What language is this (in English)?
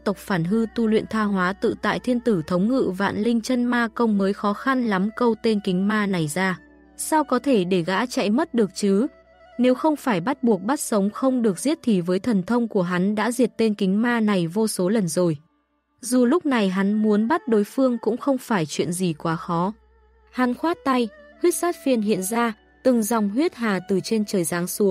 Vietnamese